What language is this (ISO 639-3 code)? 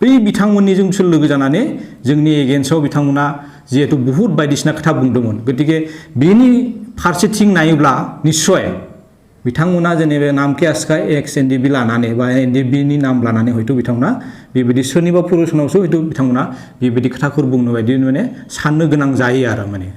brx